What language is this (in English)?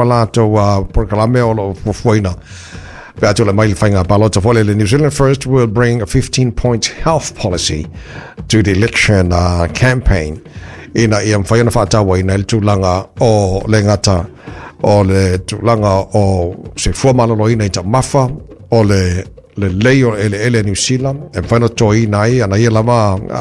Samoan